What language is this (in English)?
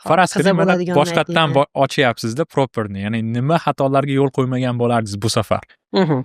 Uzbek